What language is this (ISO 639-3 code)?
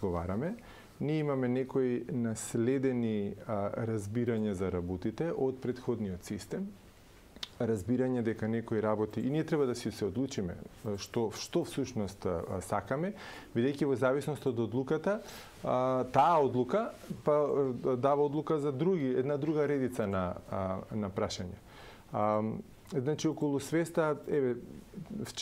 mkd